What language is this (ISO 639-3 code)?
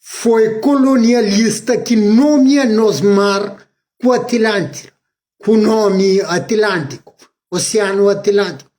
kea